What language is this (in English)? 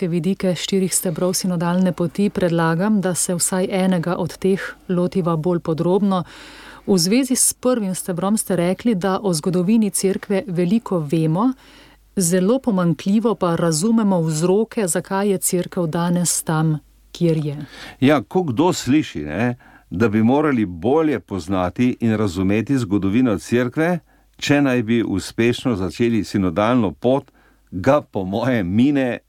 Slovenian